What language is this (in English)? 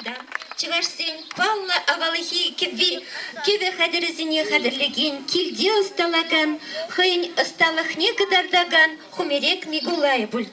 Chuvash